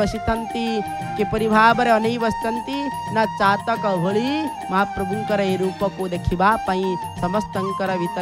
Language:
Odia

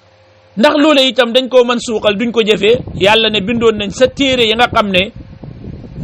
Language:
Wolof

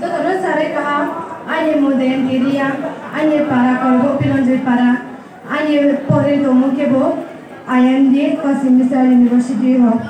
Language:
Riang (India)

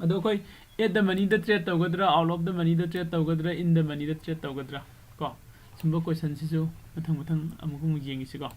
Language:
Manipuri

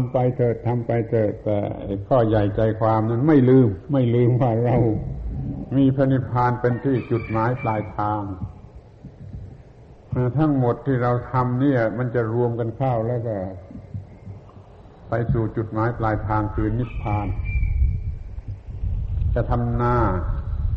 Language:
Thai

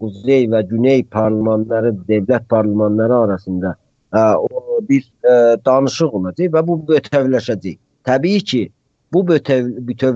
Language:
South Azerbaijani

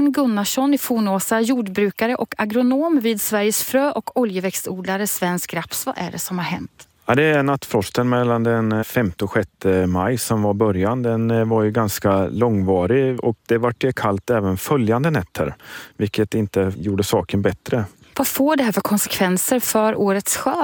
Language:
Swedish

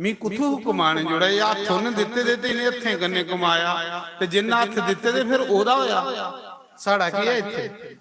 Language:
Dogri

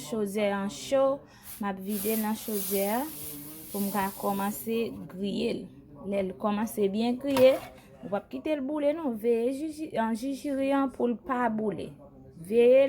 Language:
Haitian Creole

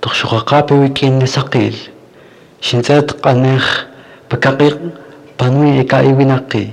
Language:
Kaqchikel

